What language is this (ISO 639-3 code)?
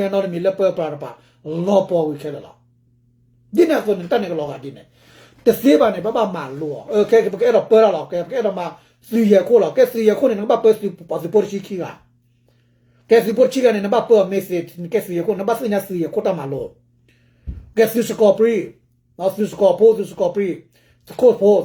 ksw